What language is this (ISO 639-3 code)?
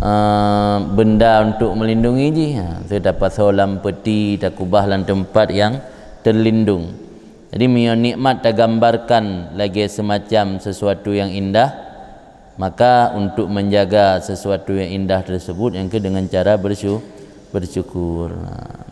ace